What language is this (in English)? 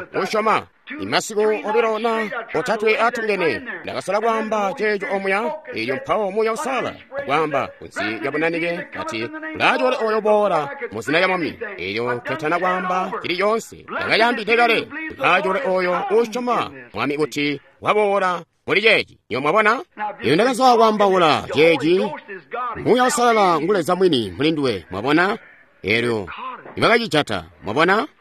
Tonga (Zambia)